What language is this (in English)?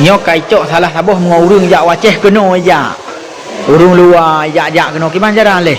Achinese